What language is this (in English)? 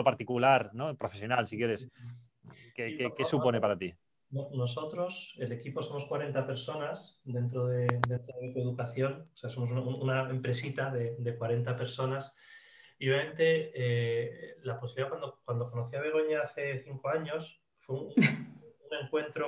Spanish